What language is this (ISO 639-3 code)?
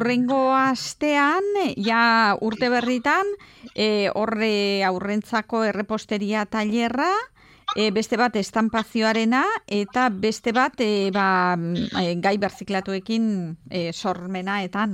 eus